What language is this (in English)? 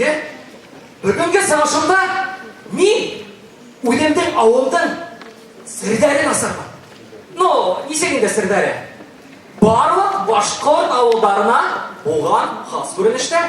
Bashkir